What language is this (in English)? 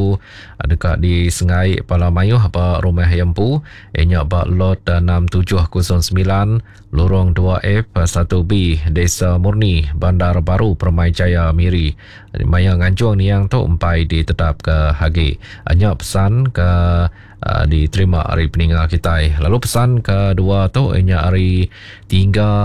Iban